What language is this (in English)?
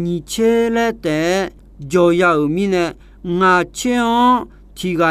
Akha